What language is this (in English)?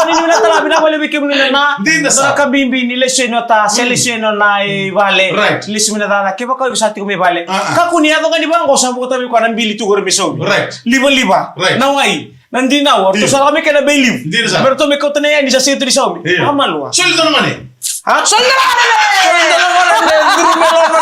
Fijian